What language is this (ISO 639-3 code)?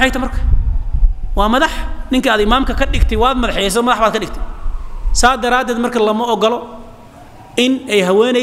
som